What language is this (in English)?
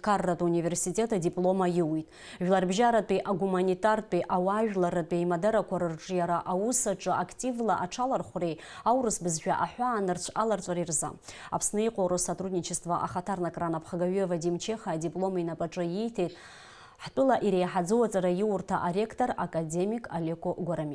Abkhazian